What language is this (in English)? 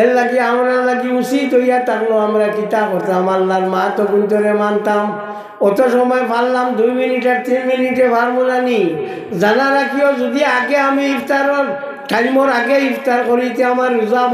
Sylheti